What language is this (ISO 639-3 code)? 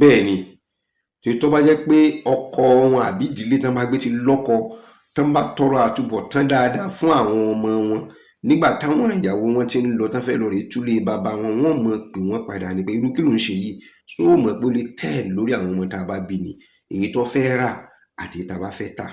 yor